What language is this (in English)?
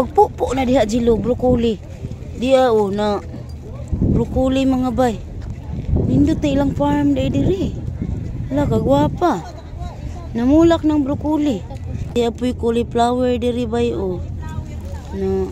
Cebuano